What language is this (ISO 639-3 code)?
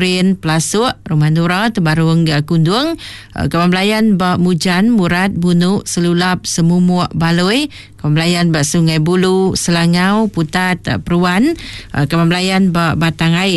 iba